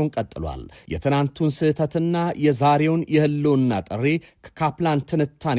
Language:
Amharic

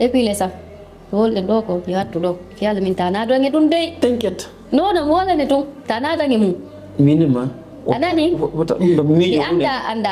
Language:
Fula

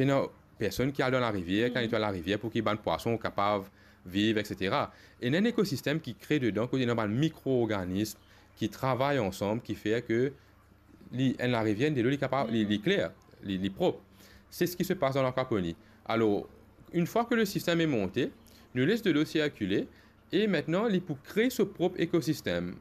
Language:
Morisyen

